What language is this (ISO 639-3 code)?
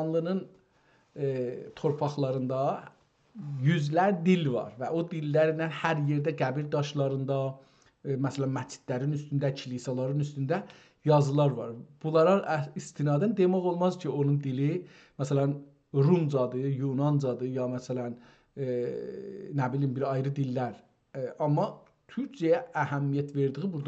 azb